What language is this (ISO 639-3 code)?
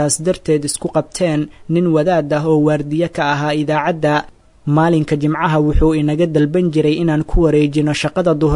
som